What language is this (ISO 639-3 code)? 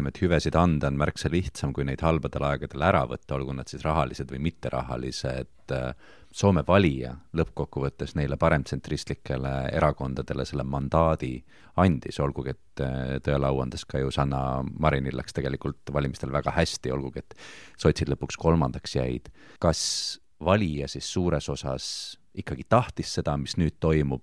est